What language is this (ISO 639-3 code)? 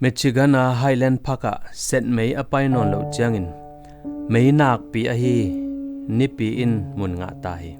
ctd